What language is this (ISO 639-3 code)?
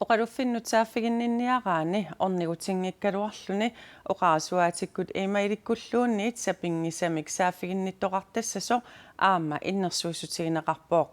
kal